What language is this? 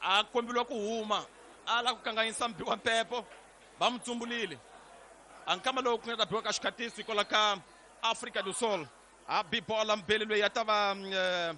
Tsonga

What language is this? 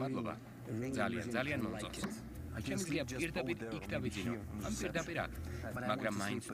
Georgian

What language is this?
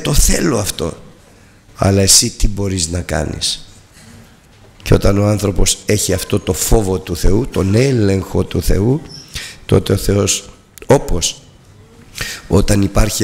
Greek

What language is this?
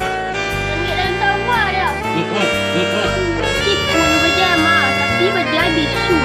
Minangkabau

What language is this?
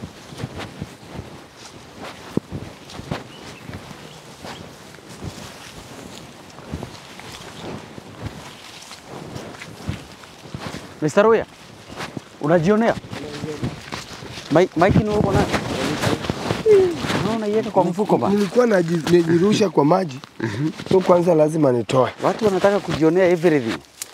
Swahili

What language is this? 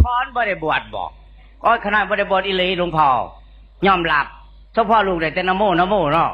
Northeastern Thai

